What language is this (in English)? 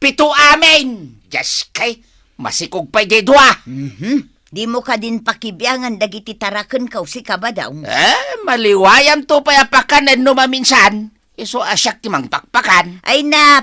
Iloko